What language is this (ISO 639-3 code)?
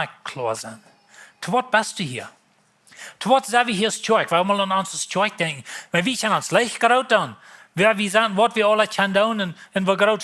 pdt